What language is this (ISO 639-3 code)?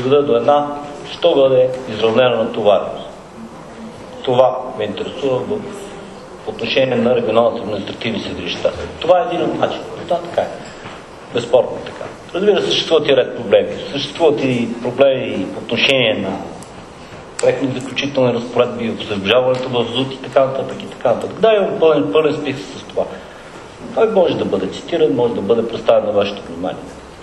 bul